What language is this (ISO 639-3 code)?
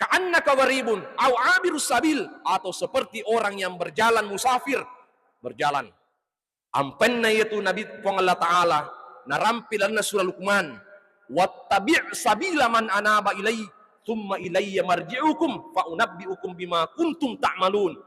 bug